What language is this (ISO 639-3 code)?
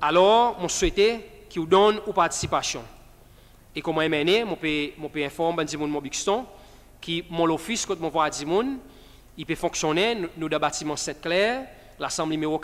crs